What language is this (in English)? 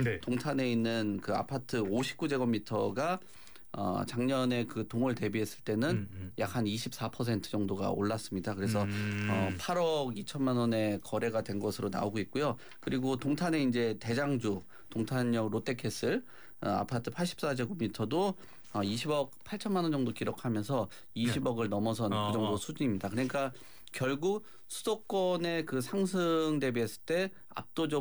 Korean